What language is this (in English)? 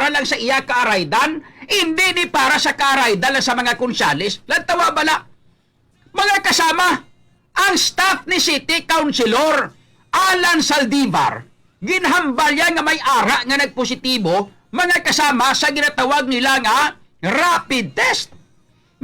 Hiligaynon